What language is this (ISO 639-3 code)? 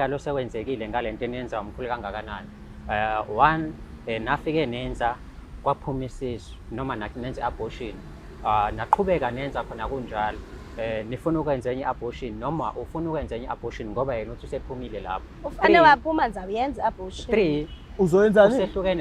zul